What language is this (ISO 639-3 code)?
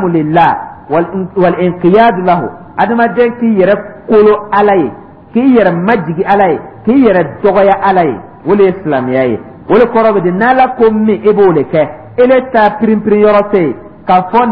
dyu